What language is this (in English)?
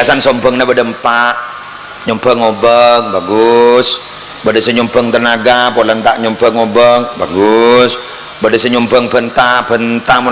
Madurese